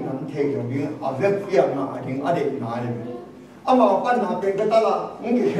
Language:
Tedim Chin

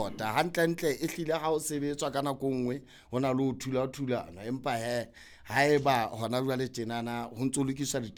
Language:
Southern Sotho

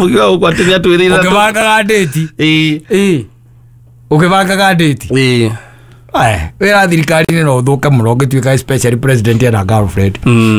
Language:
Kikuyu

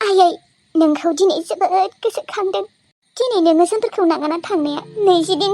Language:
Bodo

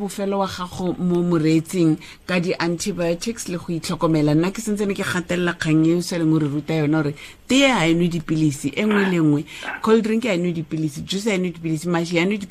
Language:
Tswana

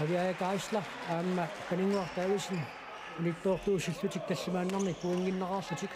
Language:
Kalaallisut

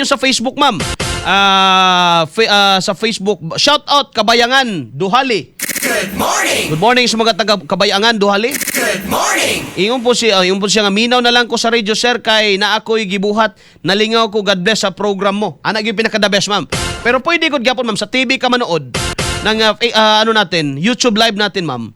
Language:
Cebuano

